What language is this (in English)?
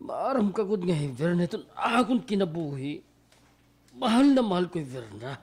Waray